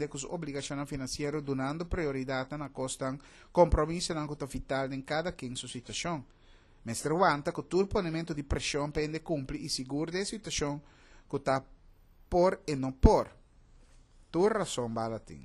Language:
Papiamento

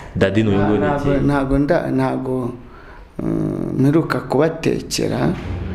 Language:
Kinyarwanda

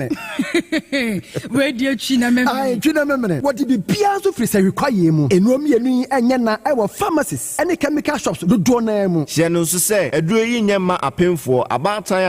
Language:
Akan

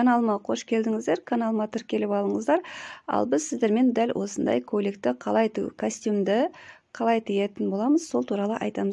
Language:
Kazakh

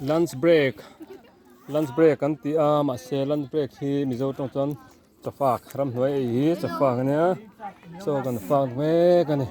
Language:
Mizo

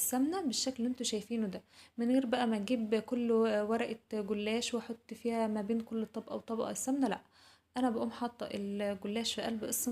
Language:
Egyptian Arabic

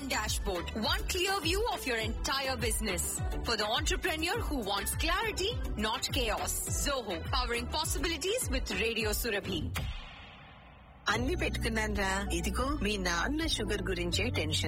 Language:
Telugu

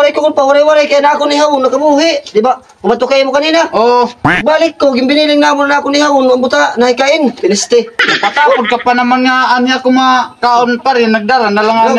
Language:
Waray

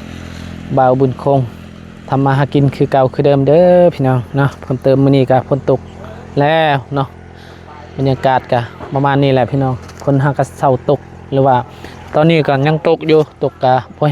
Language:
Lao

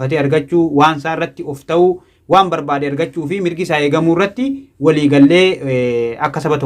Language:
Oromo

